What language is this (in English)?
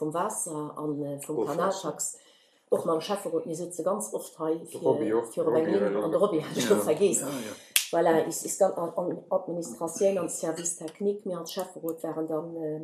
Luxembourgish